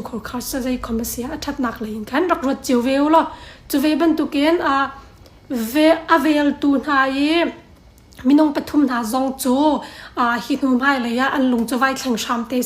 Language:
Hakha Chin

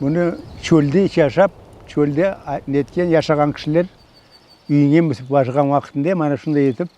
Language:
Crimean Tatar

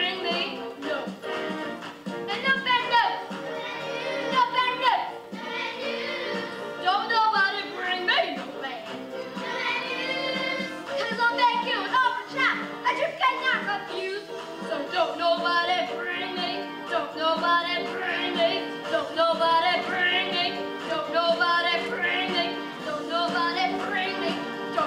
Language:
English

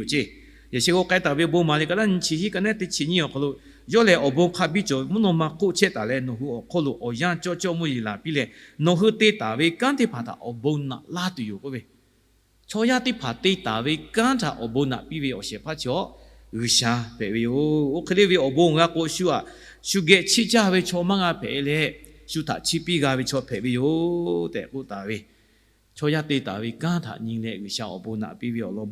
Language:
Lahu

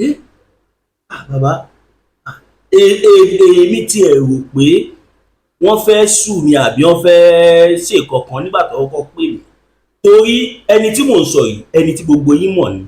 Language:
Yoruba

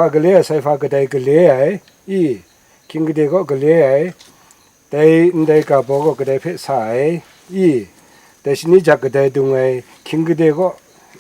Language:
Kachin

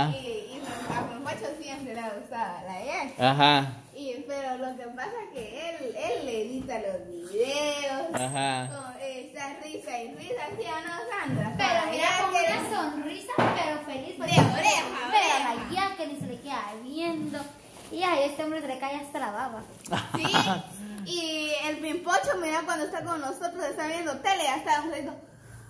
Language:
Spanish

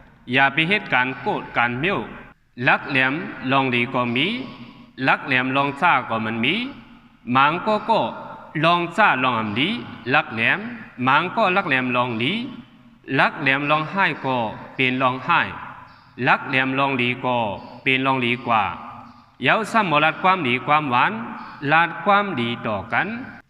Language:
Shan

